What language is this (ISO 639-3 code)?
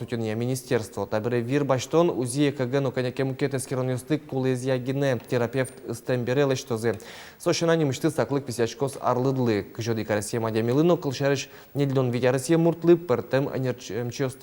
udm